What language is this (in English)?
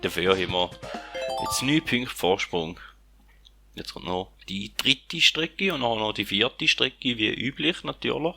Swiss German